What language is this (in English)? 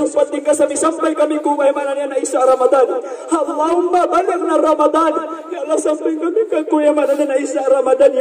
Maranao